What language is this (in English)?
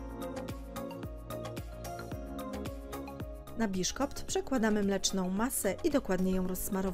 Polish